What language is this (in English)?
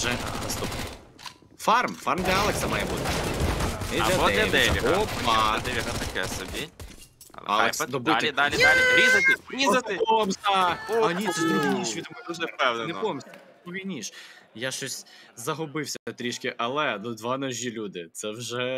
Ukrainian